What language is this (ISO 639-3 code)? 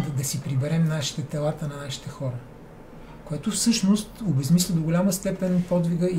bul